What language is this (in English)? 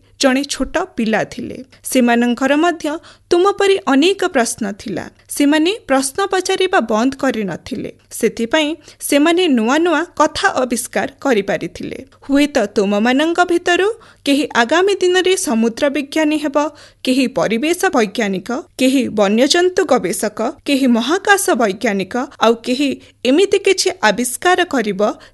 Odia